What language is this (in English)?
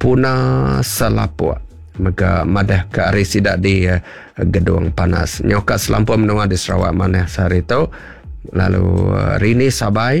Iban